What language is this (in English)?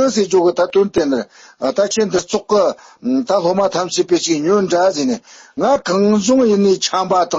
Tibetan